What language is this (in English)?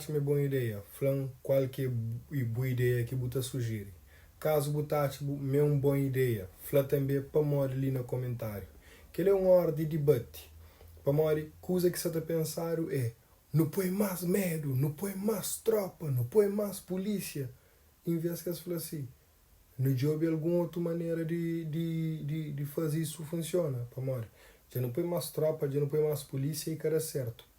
Kabuverdianu